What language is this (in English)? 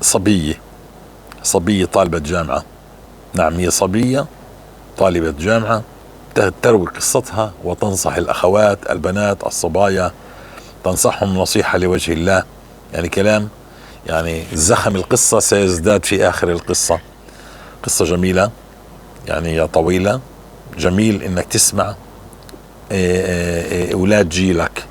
North Levantine Arabic